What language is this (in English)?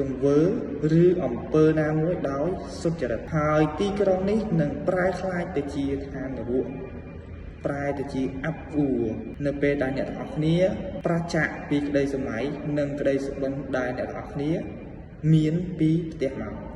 Khmer